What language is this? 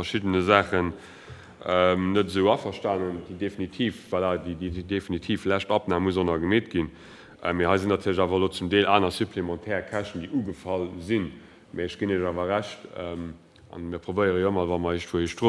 Luxembourgish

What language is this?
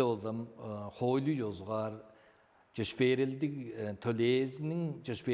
Tuvinian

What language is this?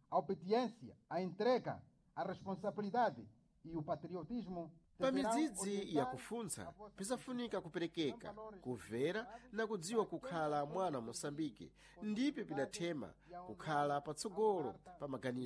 Sena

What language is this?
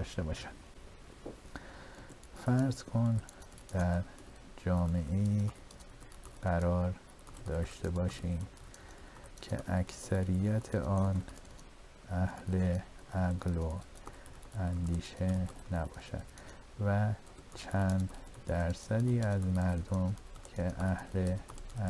Persian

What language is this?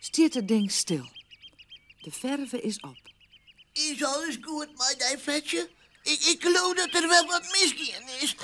Western Frisian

